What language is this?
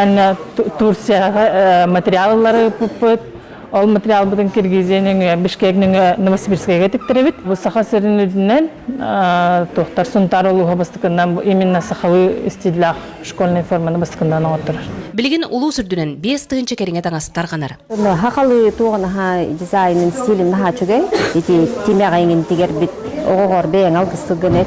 Yakut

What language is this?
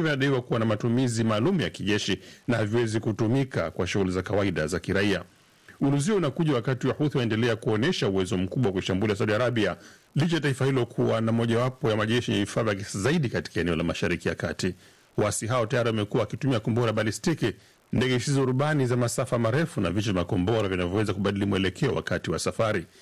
Swahili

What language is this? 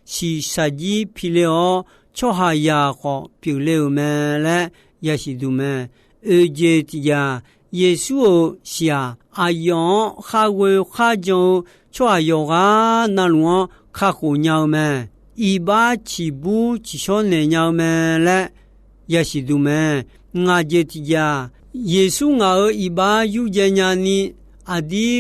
Akha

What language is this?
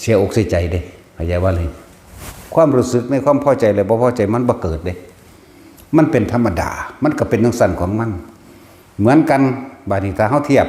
Northeastern Thai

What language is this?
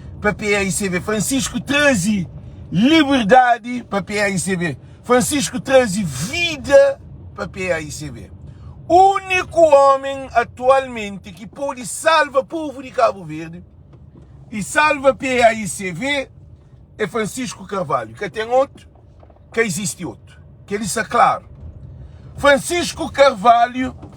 Kabuverdianu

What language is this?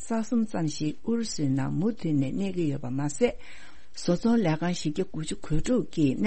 Tibetan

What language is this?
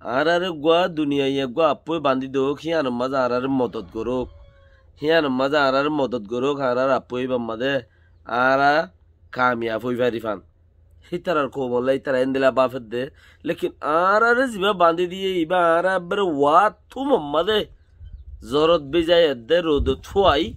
Rohingya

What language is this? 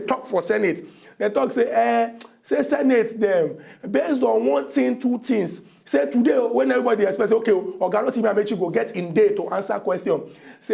Nigerian Pidgin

